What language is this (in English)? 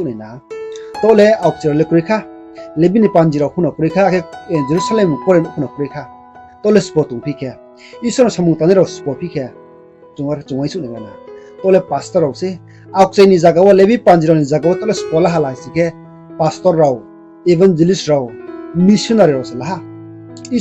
Riang (India)